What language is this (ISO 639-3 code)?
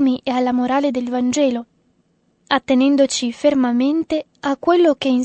ita